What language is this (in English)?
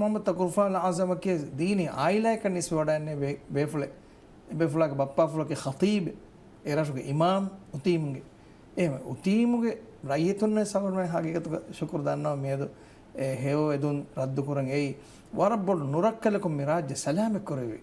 Divehi